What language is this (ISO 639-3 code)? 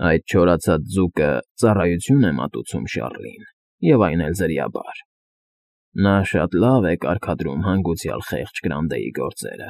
hye